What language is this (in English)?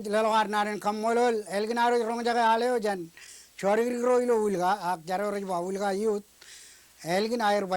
Marshallese